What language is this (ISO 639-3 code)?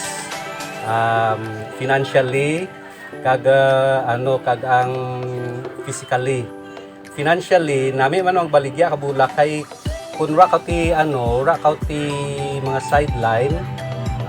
krj